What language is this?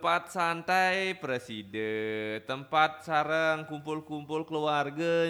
Balinese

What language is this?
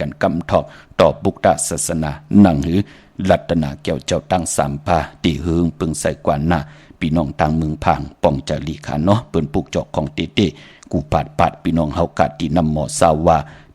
Shan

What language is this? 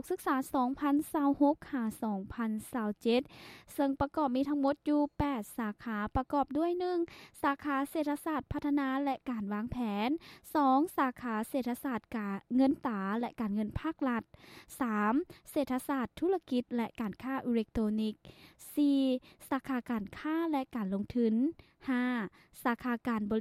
Lao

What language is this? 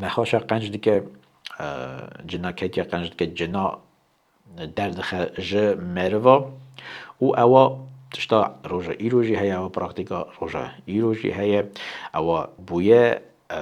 Kurdish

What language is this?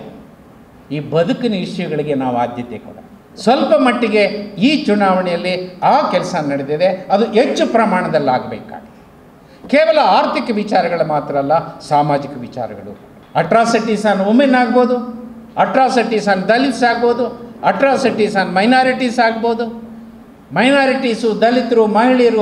Kannada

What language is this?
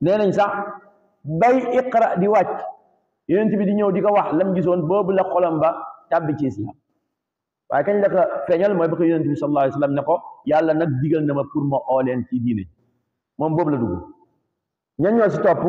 Wolof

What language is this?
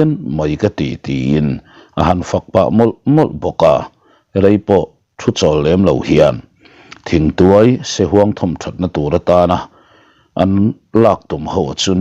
Mizo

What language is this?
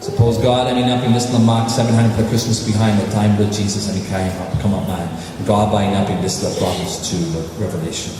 Tok Pisin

